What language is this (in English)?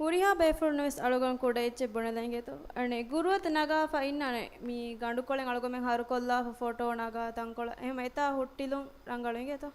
Divehi